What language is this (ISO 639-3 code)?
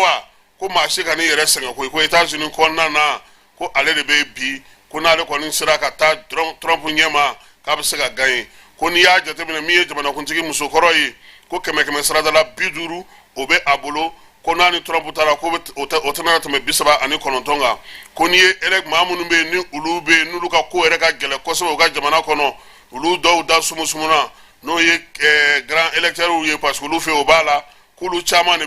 bam